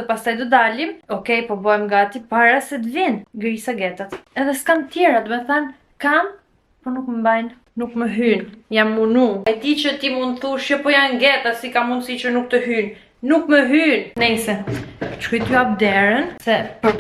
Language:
Albanian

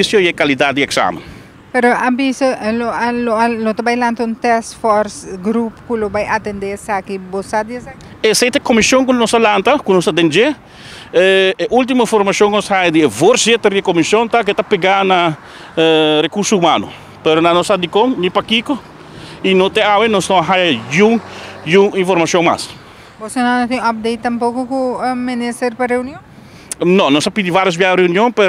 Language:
Papiamento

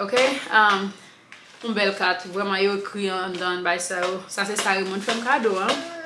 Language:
Haitian Creole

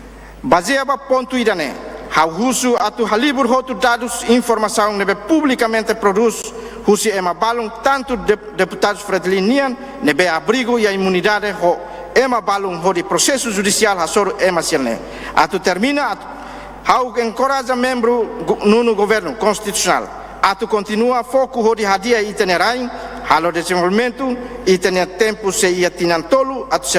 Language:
Tetum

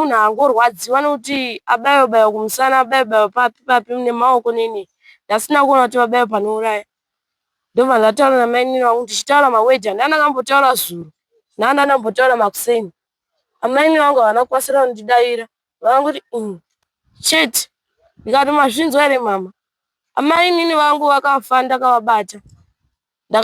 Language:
Shona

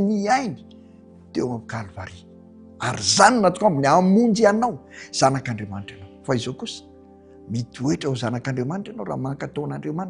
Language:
Malagasy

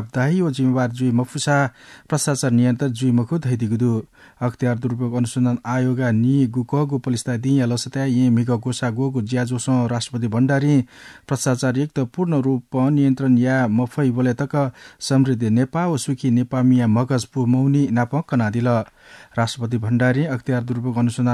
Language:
Newari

